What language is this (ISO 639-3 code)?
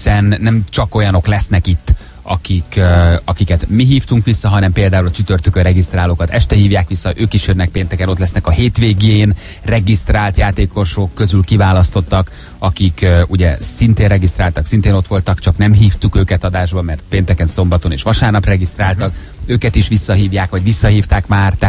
hun